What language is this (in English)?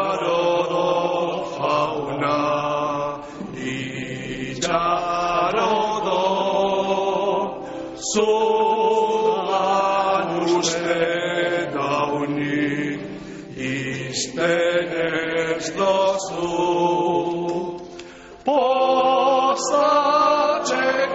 Basque